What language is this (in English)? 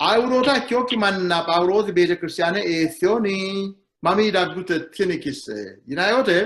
Sidamo